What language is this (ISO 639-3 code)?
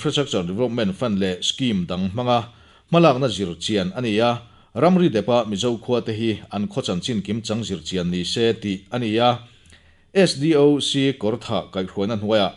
lus